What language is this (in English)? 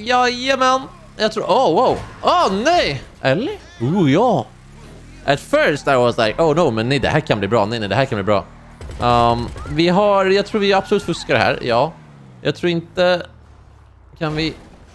Swedish